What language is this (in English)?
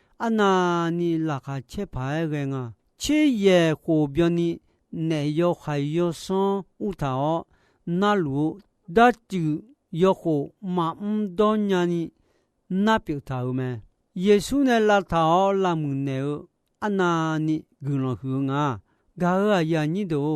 Akha